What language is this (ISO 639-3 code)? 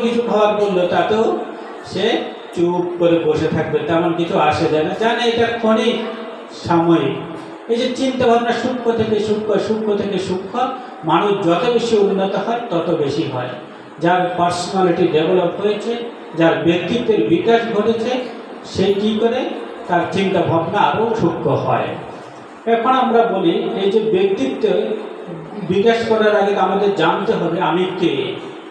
ben